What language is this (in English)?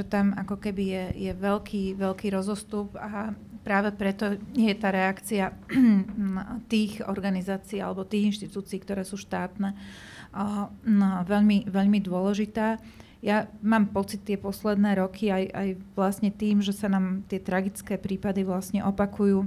Slovak